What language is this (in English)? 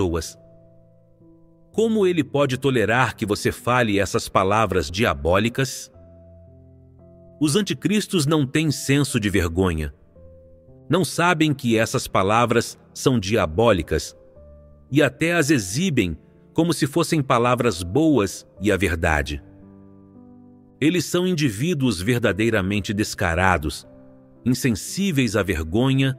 Portuguese